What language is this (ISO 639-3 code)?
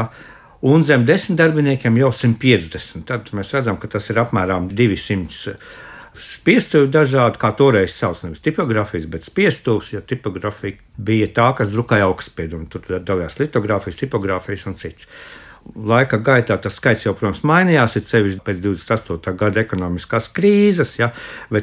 lav